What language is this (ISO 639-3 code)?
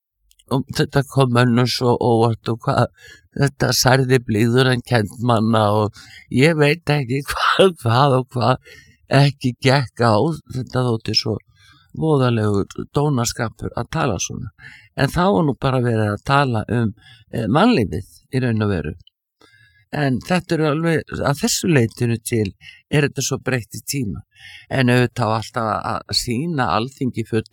isl